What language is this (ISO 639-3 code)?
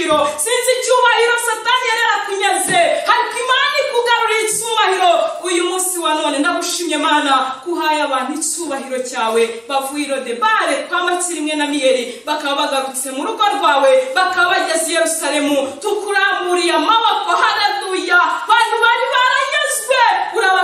kin